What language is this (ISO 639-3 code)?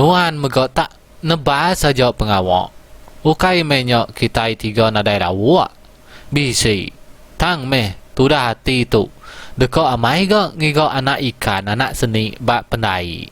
iba